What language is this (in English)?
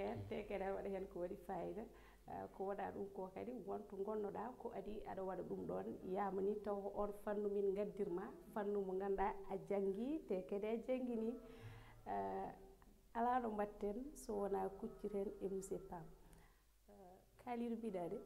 Fula